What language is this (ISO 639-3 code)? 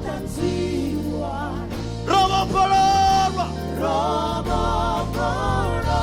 ven